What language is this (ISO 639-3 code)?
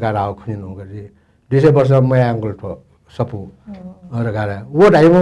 new